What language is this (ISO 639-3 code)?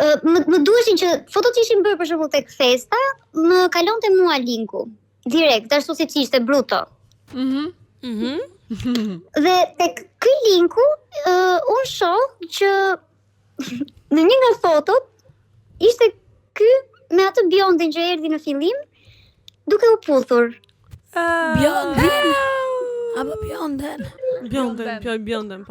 sqi